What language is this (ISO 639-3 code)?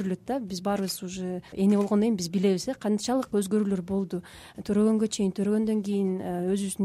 kir